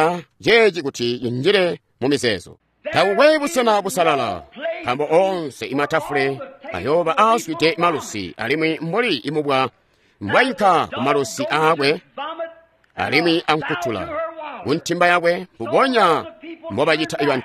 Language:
Tonga (Zambia)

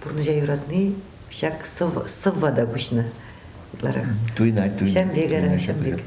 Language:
Chuvash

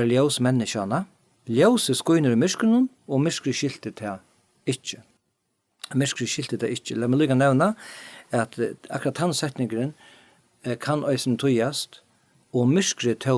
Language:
Faroese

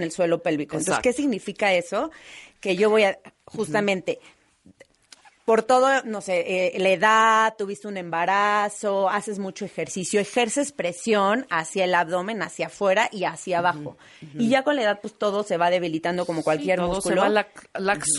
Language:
Spanish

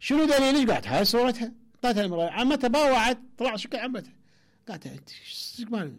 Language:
Mesopotamian Arabic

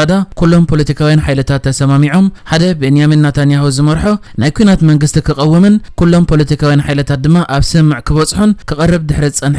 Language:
Tigrinya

